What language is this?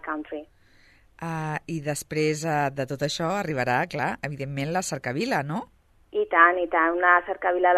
Catalan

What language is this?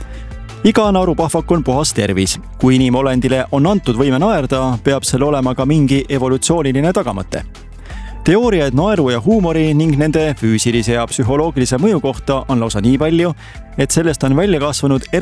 Estonian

